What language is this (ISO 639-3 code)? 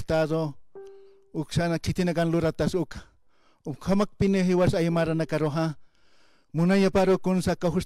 aym